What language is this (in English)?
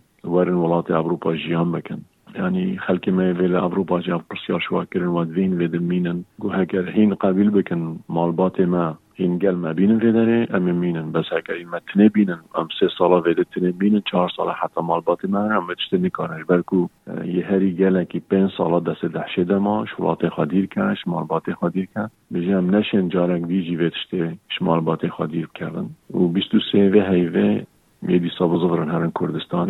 Kurdish